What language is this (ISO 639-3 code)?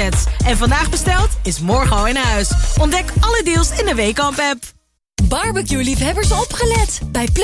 nld